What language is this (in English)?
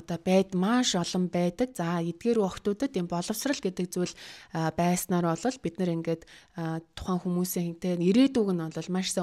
Mongolian